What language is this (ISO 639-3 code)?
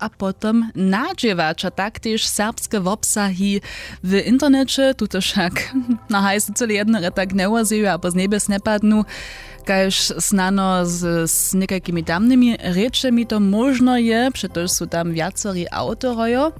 hsb